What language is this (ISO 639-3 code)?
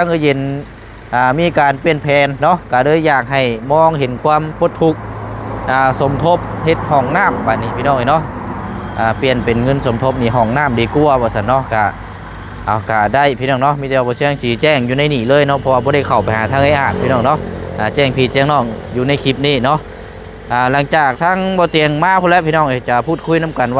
lao